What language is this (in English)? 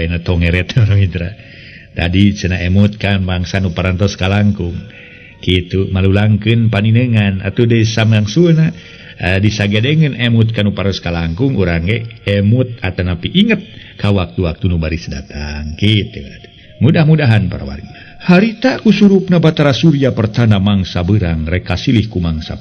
Sundanese